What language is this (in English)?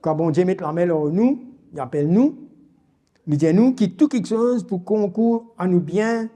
Morisyen